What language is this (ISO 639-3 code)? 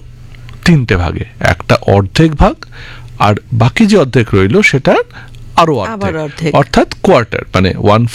ben